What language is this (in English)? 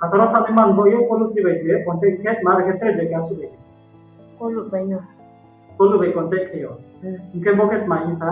Riang (India)